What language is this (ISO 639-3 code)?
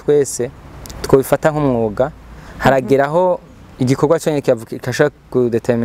run